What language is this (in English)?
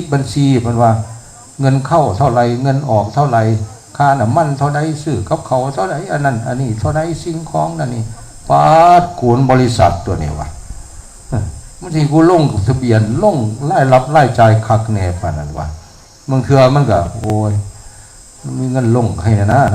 Northeastern Thai